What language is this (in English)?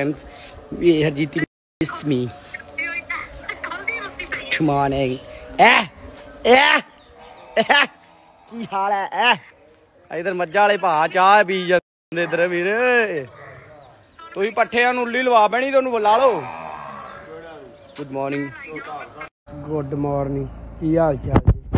Punjabi